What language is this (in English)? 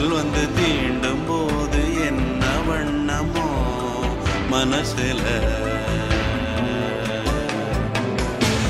Tamil